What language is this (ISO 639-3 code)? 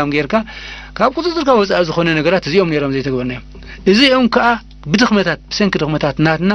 tir